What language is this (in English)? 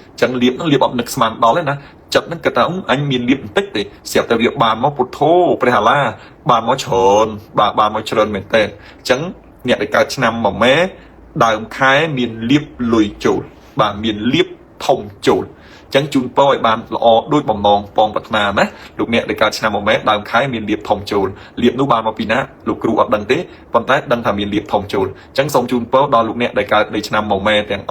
Khmer